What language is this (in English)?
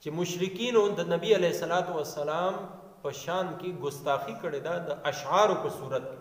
Pashto